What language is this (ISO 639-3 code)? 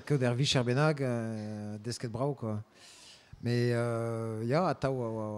bre